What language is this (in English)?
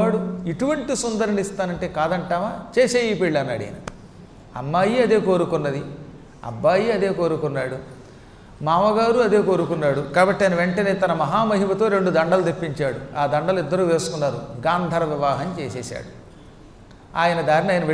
Telugu